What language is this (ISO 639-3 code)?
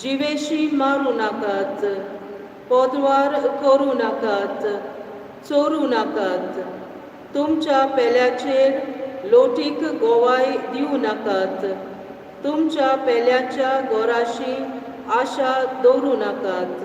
kok